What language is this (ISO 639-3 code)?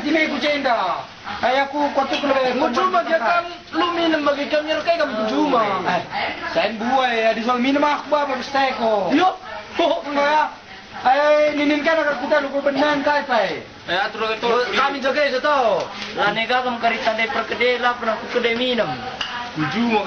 btx